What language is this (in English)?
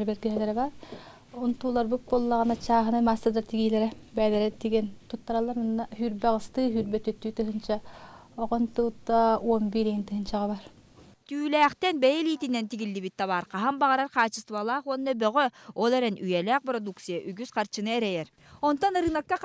Yakut